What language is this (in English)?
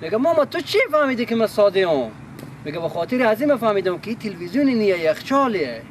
Persian